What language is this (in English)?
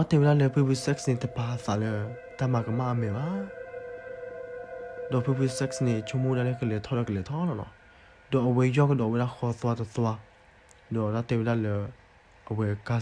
S'gaw Karen